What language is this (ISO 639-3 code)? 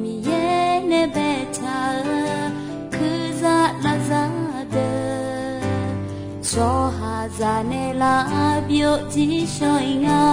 ahk